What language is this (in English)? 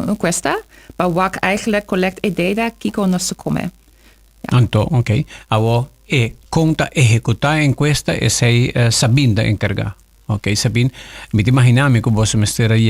Papiamento